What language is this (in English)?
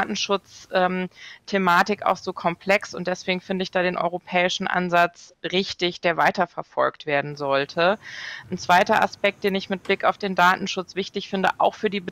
German